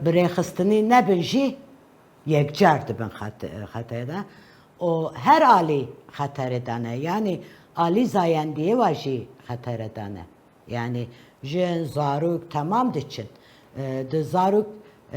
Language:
Kurdish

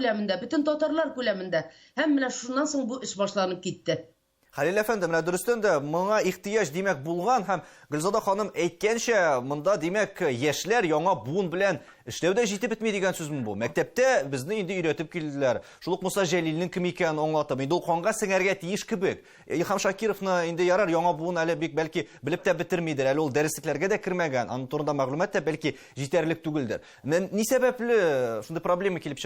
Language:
Tatar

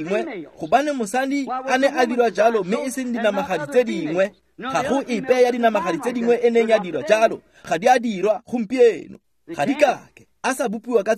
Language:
Tswana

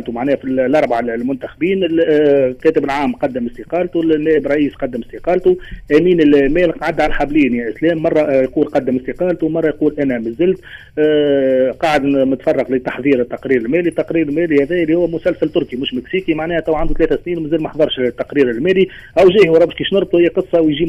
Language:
Tunisian Arabic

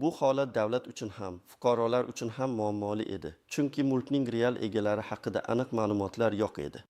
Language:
Uzbek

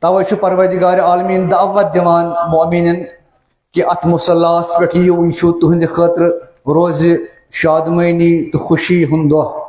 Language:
Kashmiri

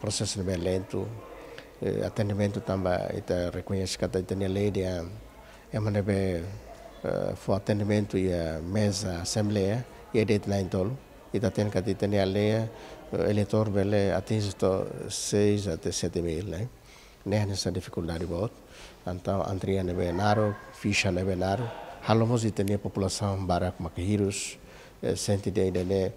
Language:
Tetum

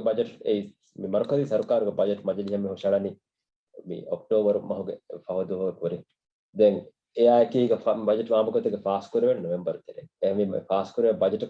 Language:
Divehi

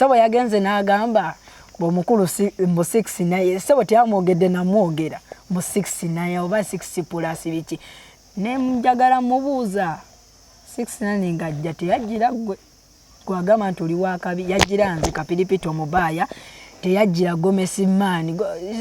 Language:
Ganda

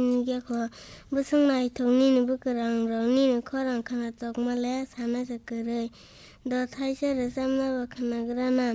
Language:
Kok Borok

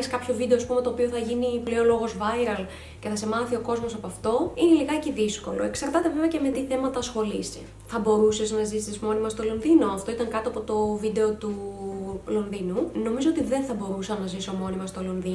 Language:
Greek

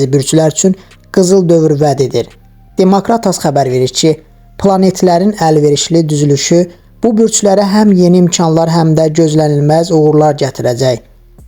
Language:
Azerbaijani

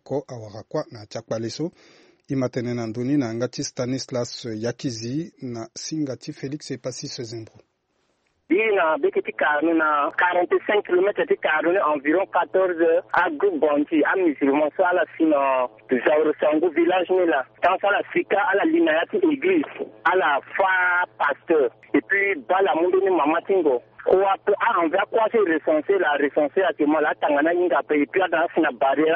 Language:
Sango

